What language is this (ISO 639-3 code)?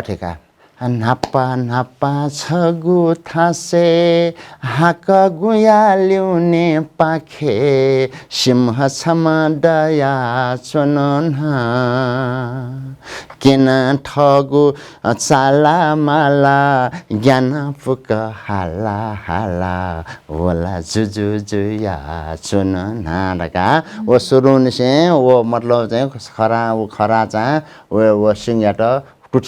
new